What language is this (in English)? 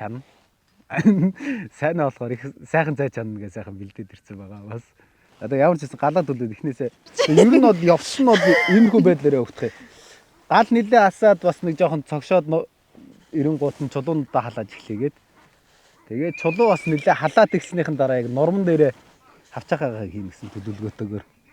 Mongolian